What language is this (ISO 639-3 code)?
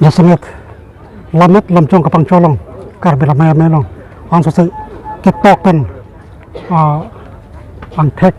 mjw